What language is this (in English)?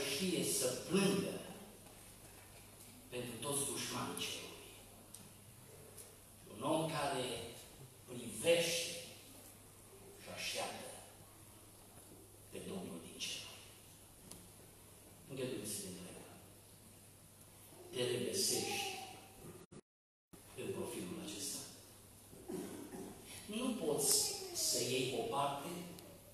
Romanian